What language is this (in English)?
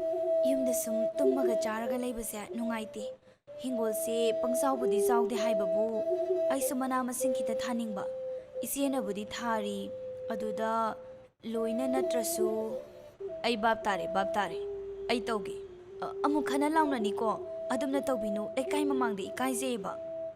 Manipuri